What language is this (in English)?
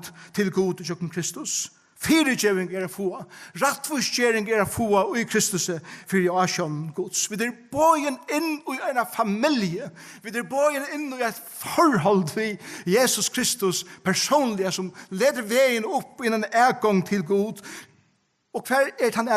Faroese